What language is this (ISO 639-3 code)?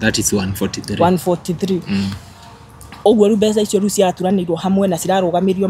kik